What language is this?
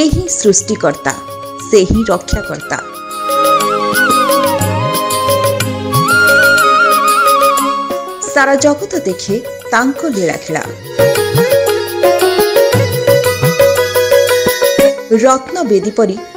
Odia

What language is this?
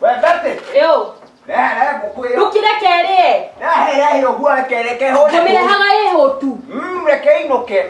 Kikuyu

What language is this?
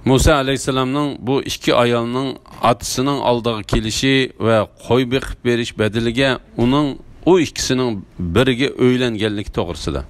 Uyghur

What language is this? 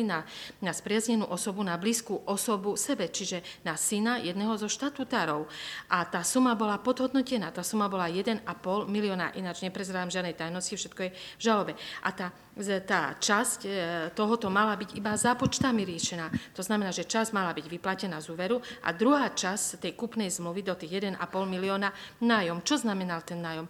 Slovak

